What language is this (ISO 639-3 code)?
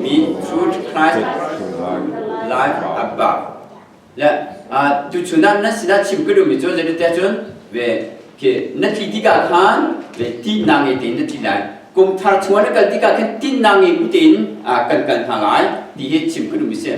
cnh